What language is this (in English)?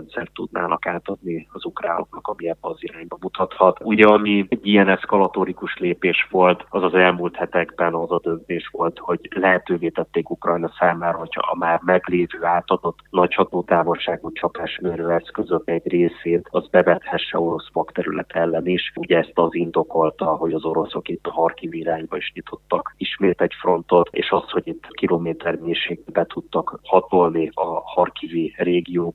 Hungarian